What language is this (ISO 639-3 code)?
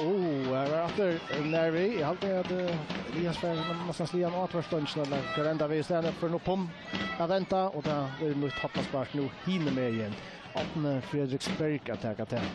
fao